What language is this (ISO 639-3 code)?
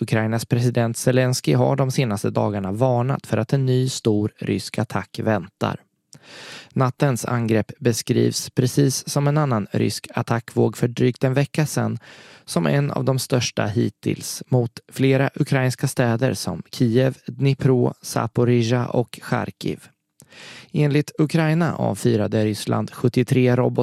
swe